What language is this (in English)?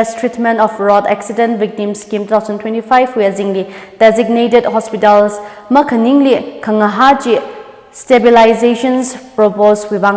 Tangkhul Naga (India)